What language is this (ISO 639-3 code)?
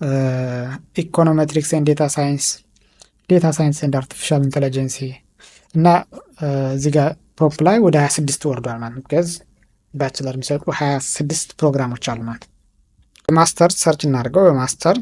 amh